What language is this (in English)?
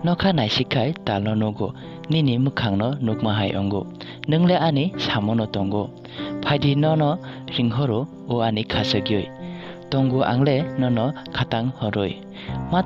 Kok Borok